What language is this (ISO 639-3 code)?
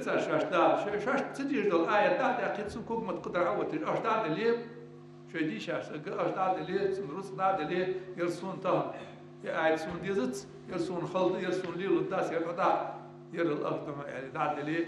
inh